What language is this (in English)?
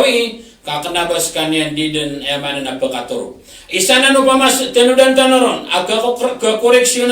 Maranao